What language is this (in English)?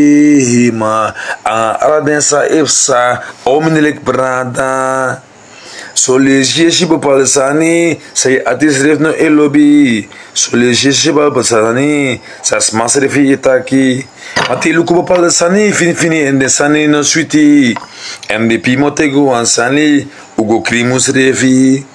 Sranan Tongo